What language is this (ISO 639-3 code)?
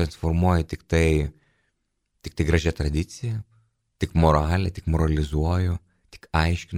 lit